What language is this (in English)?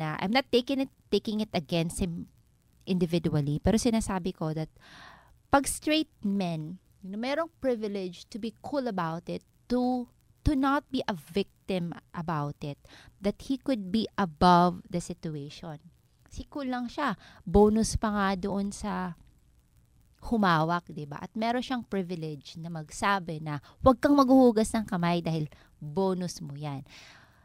Filipino